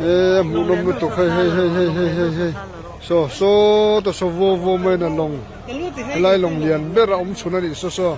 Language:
Mizo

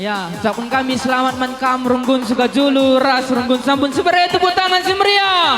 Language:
Batak Karo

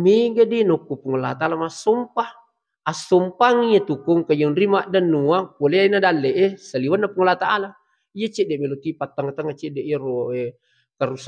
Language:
Buginese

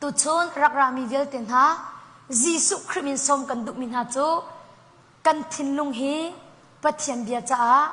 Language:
Hakha Chin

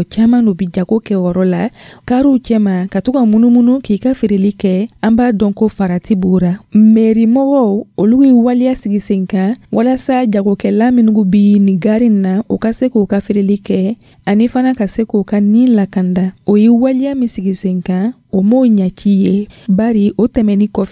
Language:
Dyula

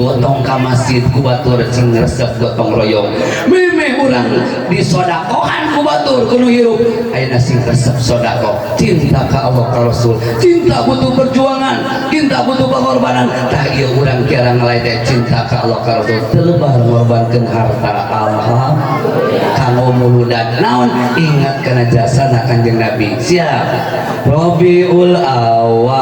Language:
Sundanese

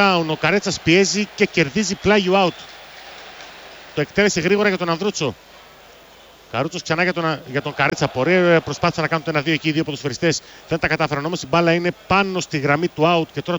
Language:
Greek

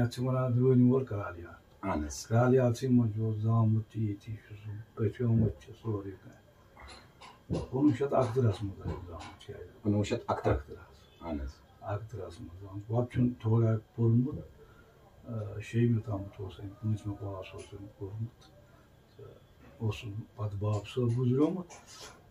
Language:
Kashmiri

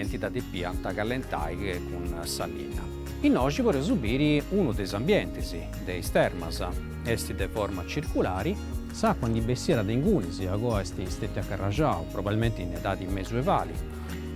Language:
Sardinian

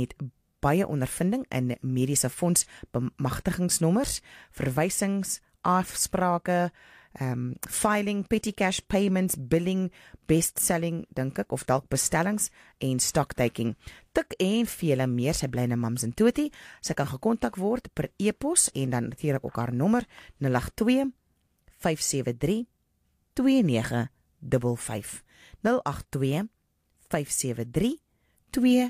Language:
Afrikaans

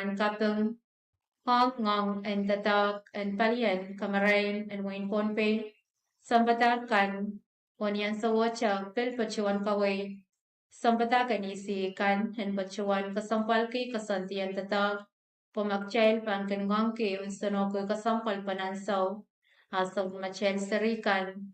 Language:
Pohnpeian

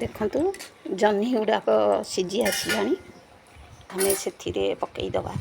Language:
Odia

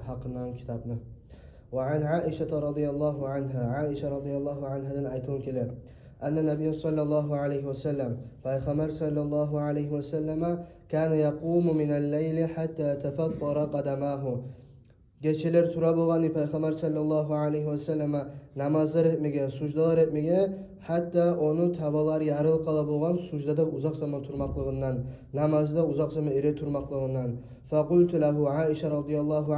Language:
Kumyk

